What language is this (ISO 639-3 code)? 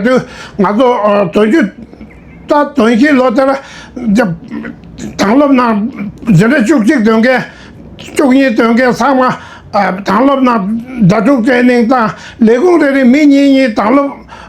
bod